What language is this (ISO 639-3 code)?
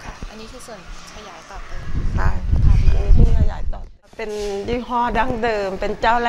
tha